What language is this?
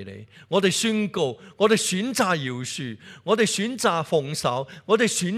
Cantonese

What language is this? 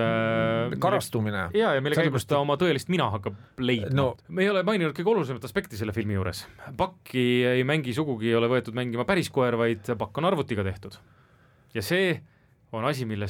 Estonian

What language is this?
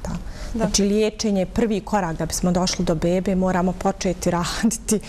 Bosnian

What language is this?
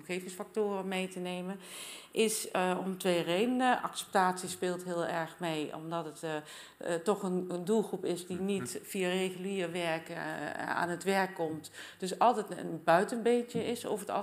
Dutch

